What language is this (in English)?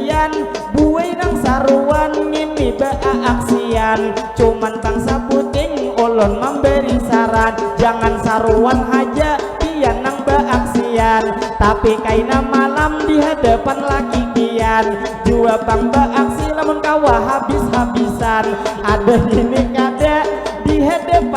Banjar